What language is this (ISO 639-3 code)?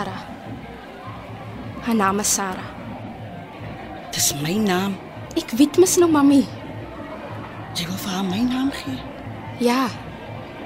afr